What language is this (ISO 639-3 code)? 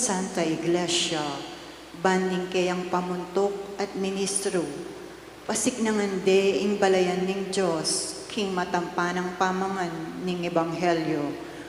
pam